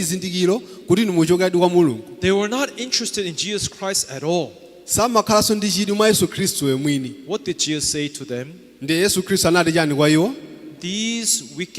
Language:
Nyanja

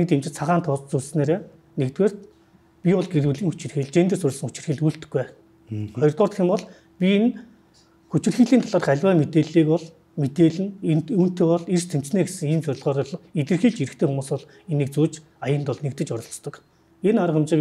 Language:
Mongolian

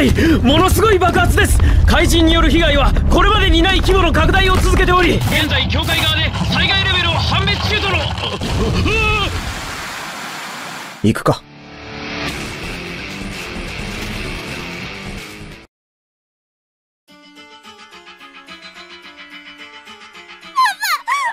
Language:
Japanese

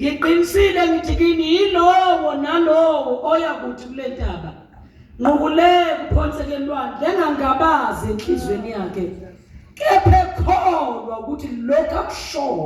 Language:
Zulu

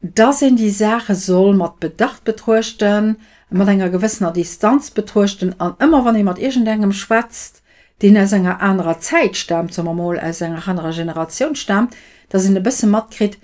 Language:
Luxembourgish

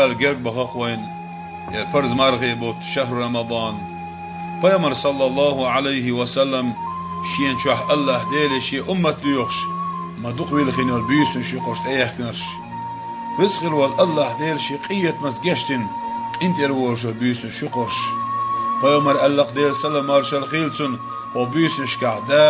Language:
Chechen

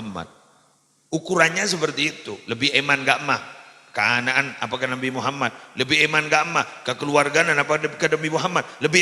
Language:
Madurese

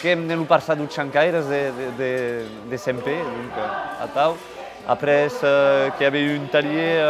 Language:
Occitan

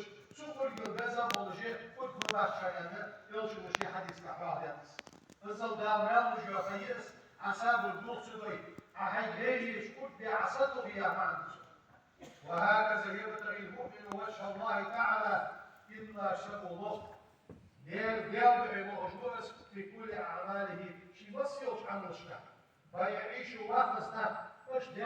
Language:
Ingush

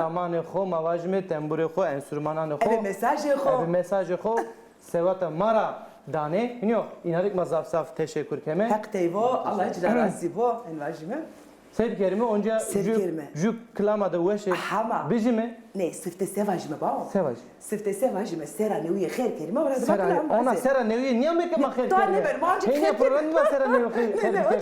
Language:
Zaza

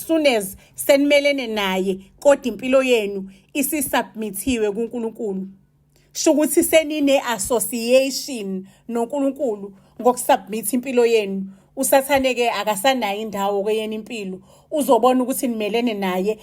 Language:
Zulu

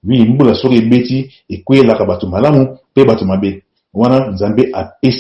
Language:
Lingala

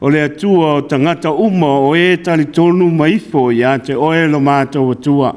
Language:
Samoan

